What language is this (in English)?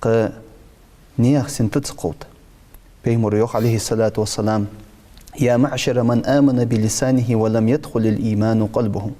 Ingush